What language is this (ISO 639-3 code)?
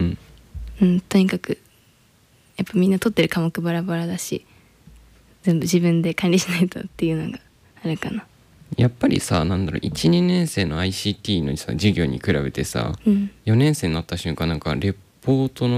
jpn